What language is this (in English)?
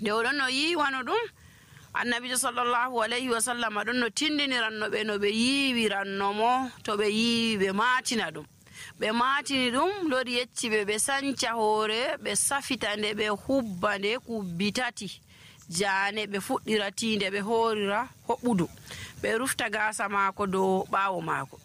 Nigerian Fulfulde